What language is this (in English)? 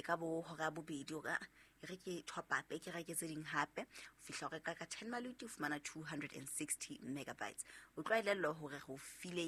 Southern Sotho